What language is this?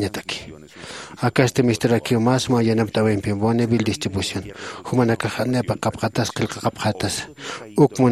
Aymara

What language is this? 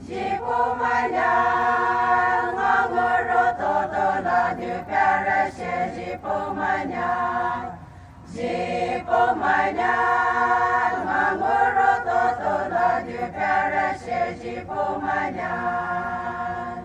Poumei Naga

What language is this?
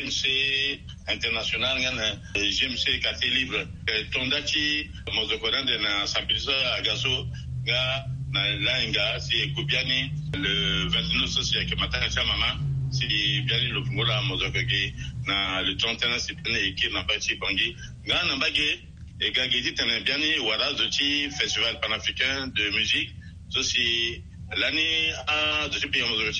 Sango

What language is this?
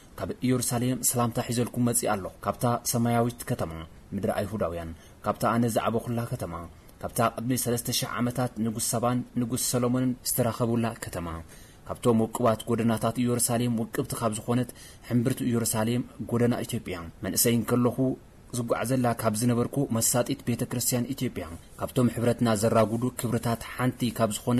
Tigrinya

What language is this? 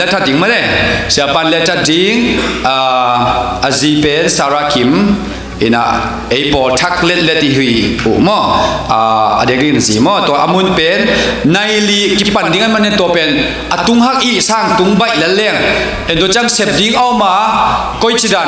Tedim Chin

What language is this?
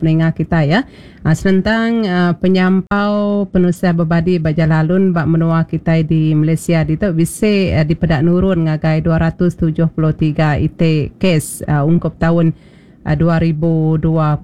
Iban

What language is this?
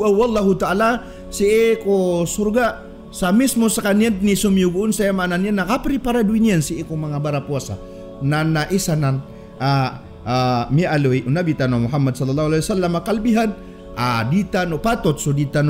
Maranao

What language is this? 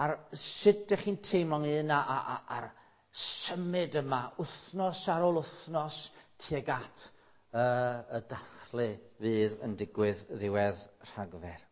Welsh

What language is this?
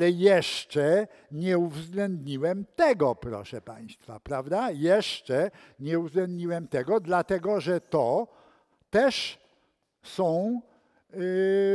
Polish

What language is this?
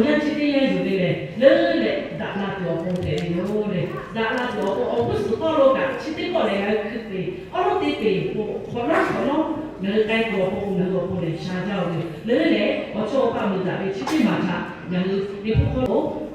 Lahu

